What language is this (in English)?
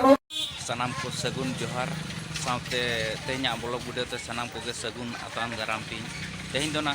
Santali